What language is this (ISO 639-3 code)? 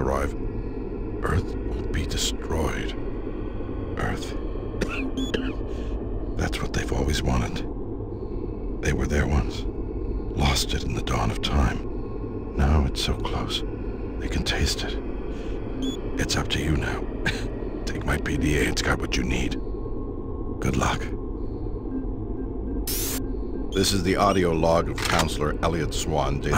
eng